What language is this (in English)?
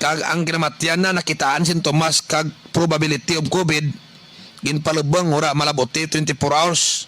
Kinaray-a